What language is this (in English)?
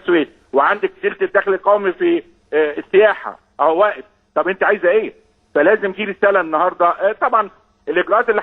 Egyptian Arabic